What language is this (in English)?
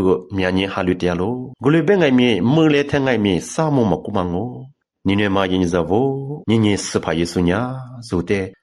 Lisu